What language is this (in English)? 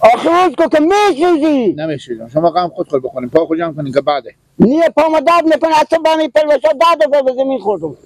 Persian